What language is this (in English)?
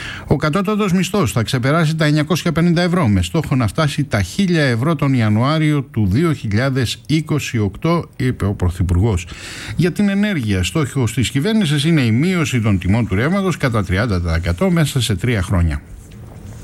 Greek